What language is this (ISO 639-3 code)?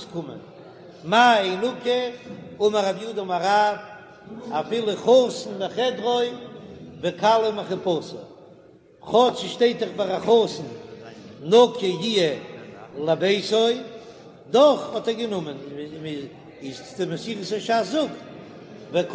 yid